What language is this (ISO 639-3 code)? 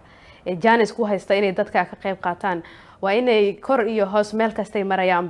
som